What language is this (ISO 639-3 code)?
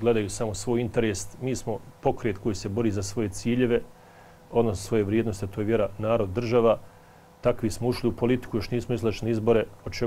bos